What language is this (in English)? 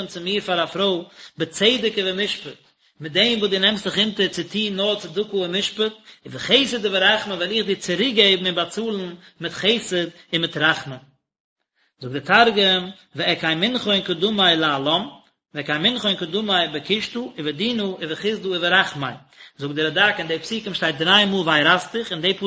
Yiddish